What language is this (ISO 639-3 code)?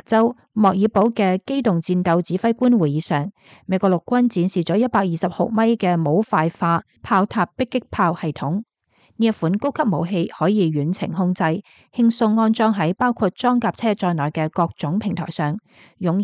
yue